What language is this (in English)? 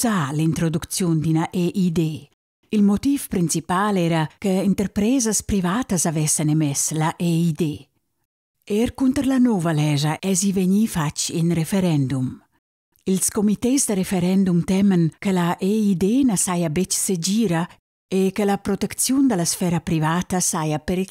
Romansh